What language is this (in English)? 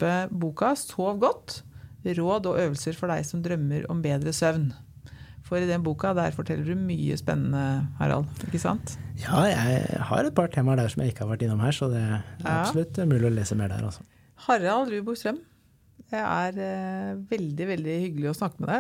Norwegian